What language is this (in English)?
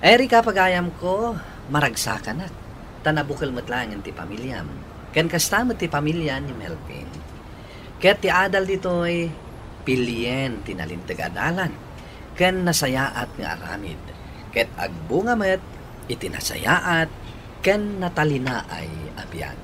Iloko